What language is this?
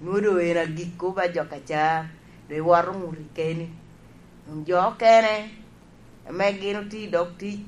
Lango (Uganda)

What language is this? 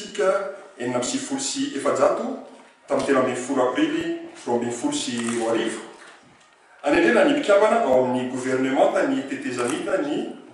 Malagasy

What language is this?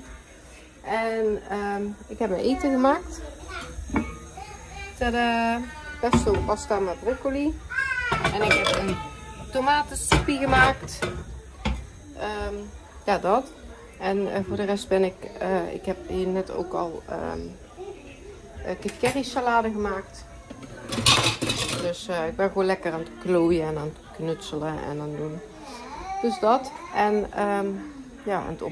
Dutch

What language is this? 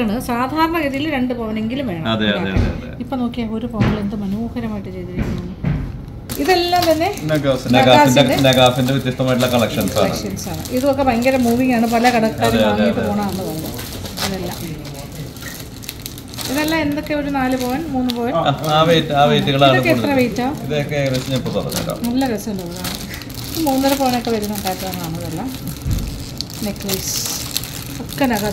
Malayalam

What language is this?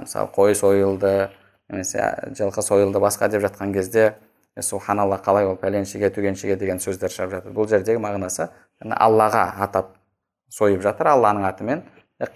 Kazakh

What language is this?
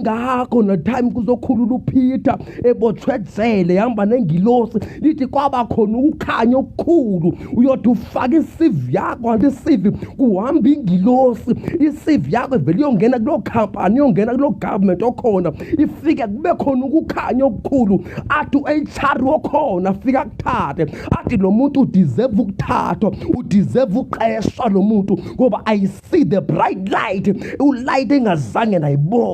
Zulu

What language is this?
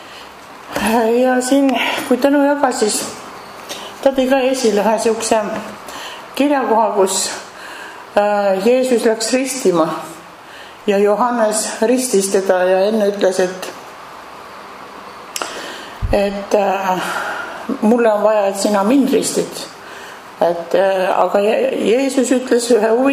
Estonian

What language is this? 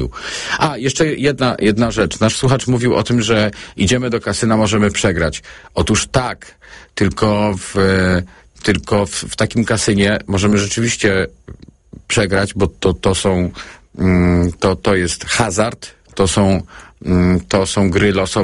Polish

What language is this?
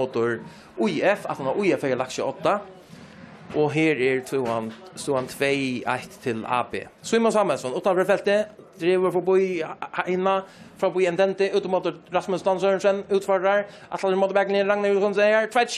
Faroese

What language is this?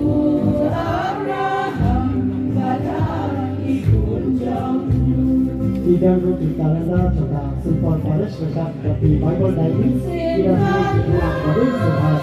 Khasi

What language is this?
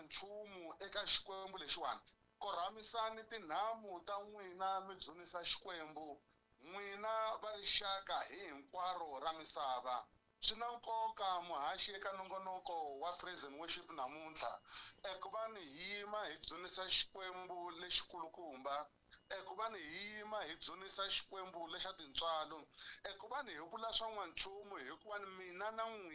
Tsonga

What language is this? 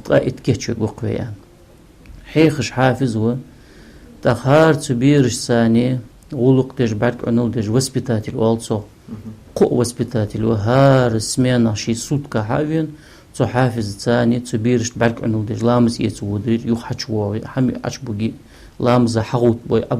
Ingush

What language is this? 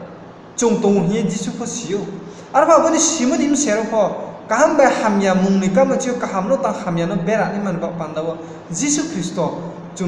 Riang (India)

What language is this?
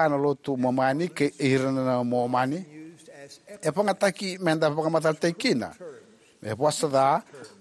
Fijian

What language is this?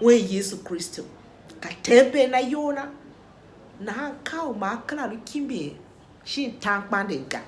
Tiv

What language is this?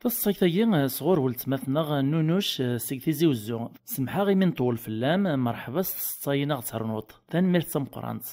Kabyle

